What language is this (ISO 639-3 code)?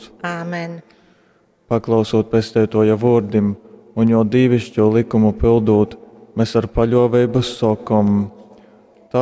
ltg